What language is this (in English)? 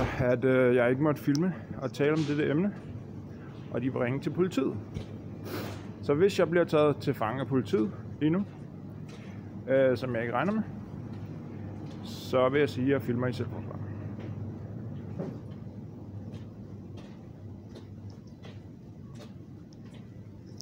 Danish